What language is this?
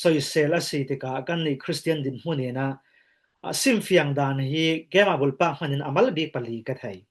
Falam Chin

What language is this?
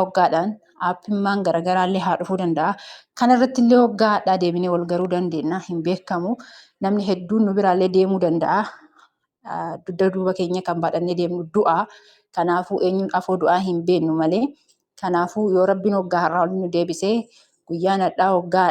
Oromo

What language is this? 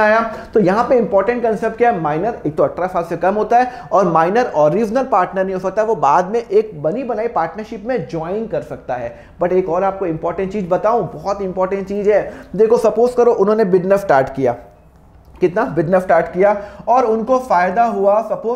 Hindi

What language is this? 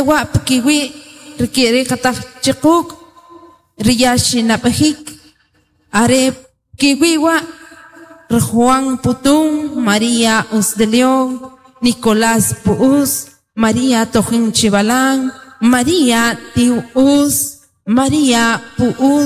Kʼicheʼ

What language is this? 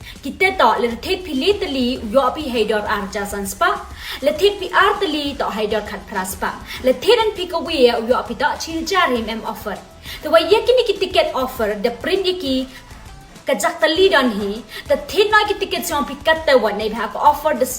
Khasi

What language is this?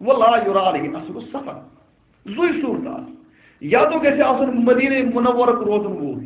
Kashmiri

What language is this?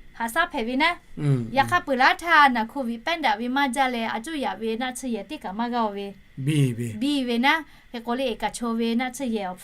Lahu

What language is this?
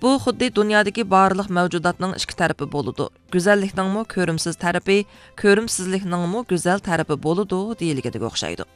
Uyghur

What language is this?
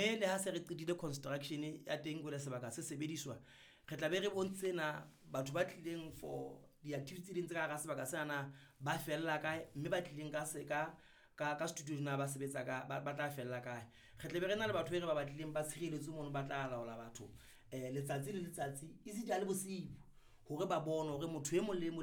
Southern Sotho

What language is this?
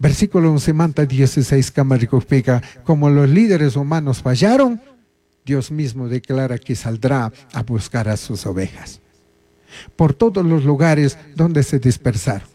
Chimborazo Highland Quichua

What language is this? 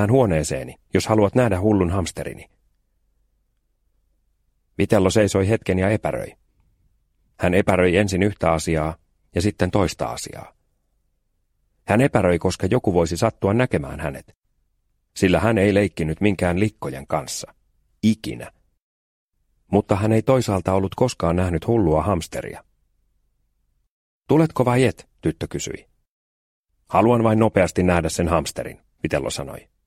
Finnish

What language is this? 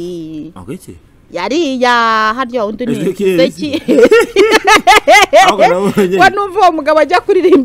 Kinyarwanda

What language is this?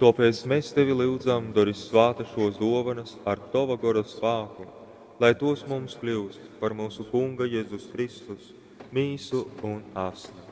Latgalian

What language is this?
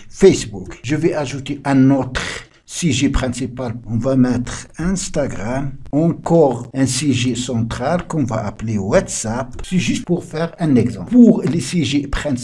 French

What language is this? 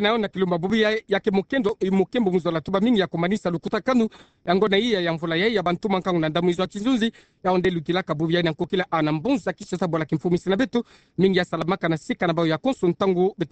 Kituba (Democratic Republic of Congo)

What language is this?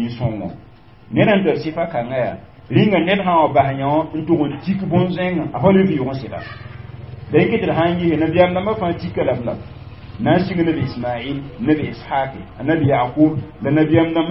Mossi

